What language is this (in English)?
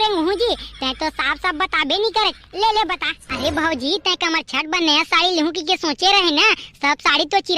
Chhattisgarhi